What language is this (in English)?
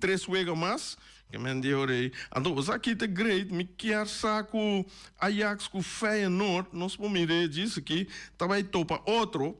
Papiamento